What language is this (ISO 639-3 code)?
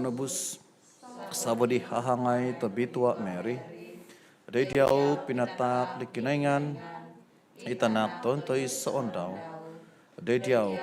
dtp